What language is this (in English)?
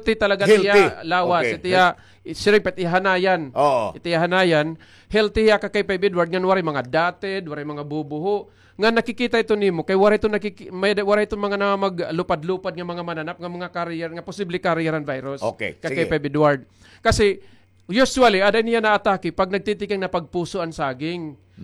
Waray